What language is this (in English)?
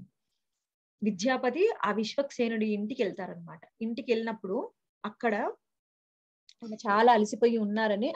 Telugu